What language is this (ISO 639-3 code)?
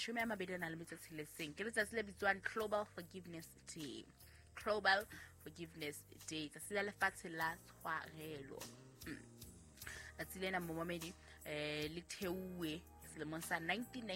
sot